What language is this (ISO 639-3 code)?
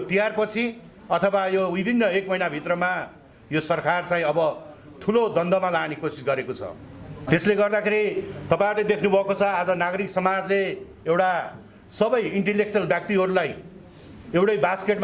nep